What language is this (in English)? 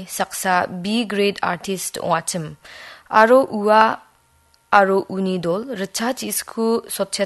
Garo